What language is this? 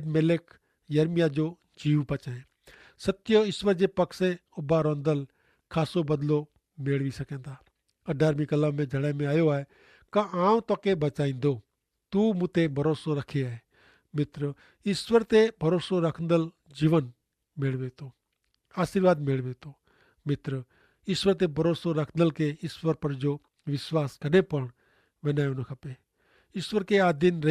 Kachhi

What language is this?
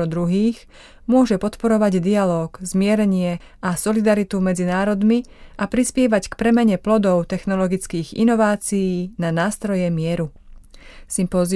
Slovak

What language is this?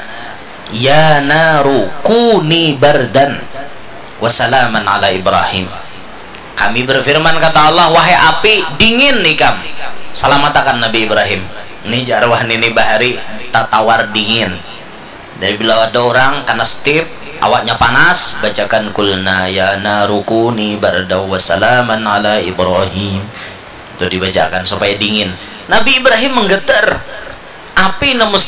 Banjar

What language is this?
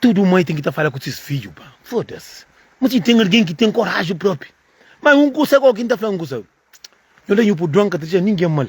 Kabuverdianu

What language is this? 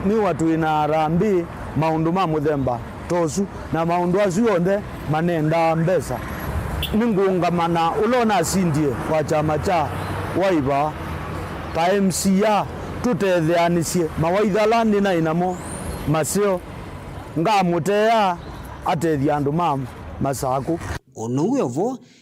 Kamba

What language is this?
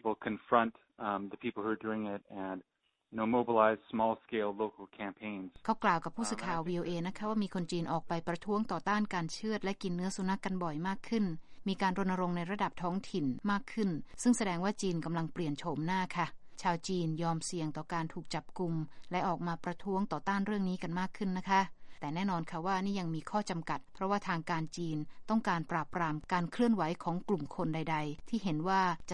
Thai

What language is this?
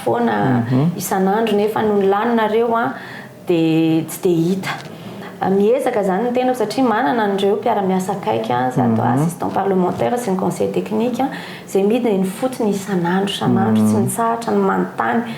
Malagasy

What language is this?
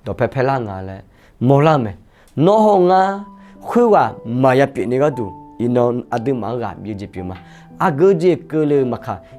Akha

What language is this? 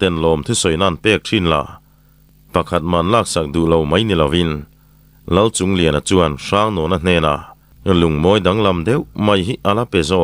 Mizo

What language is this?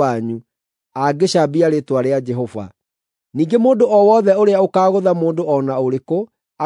Kikuyu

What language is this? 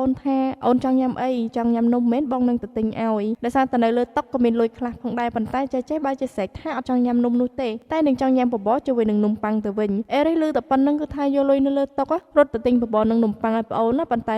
Khmer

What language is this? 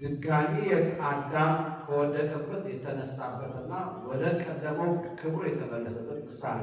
Amharic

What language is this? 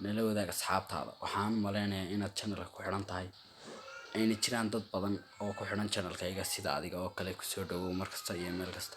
Somali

